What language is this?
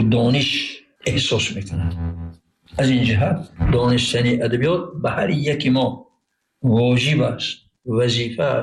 Tajik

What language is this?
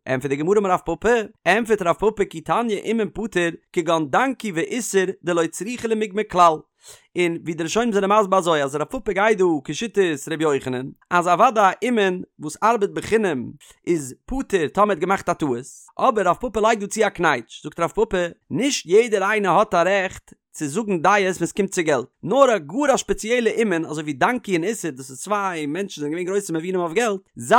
Yiddish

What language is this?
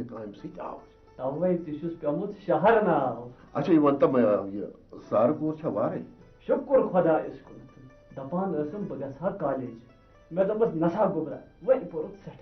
Kashmiri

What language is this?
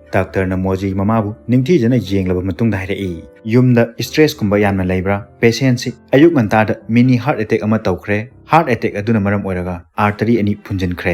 Manipuri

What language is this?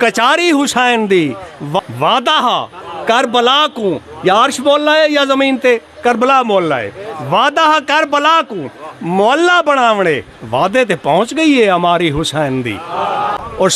Saraiki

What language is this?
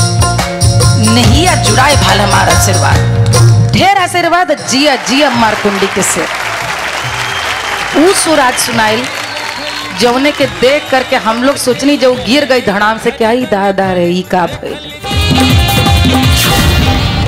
Bhojpuri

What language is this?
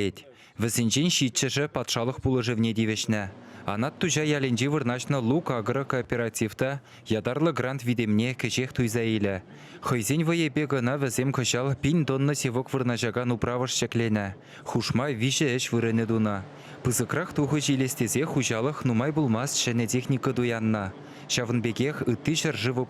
Chuvash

